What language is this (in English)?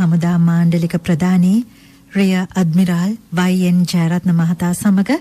Sinhala